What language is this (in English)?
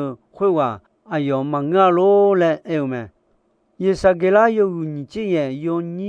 Akha